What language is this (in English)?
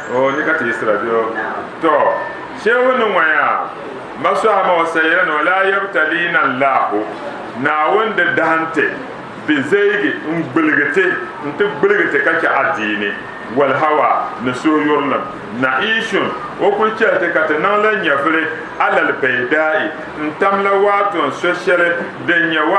Dagbani